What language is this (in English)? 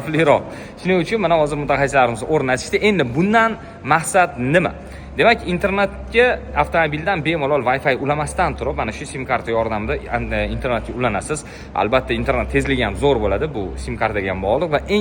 Uzbek